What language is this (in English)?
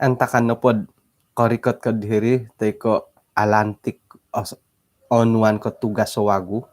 Central Dusun